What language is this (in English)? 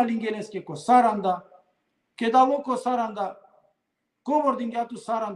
Balkan Romani